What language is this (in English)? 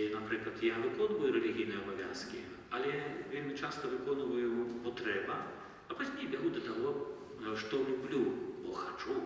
Belarusian